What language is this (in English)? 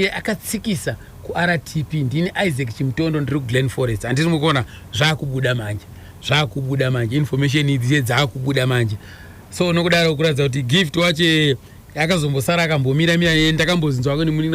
Shona